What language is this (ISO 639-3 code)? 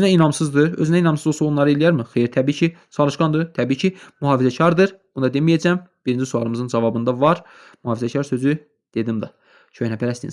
aze